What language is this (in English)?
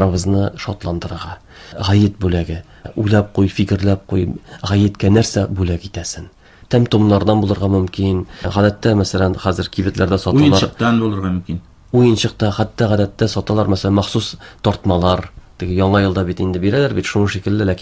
Tatar